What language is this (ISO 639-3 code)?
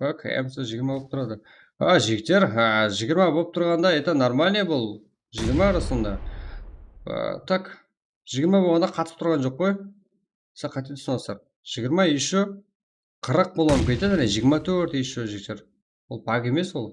kaa